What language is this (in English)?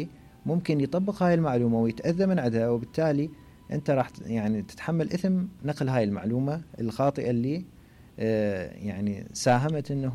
Mesopotamian Arabic